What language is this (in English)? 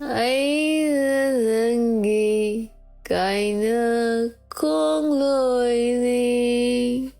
Manipuri